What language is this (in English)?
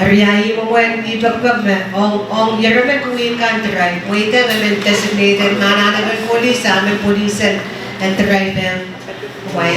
Pohnpeian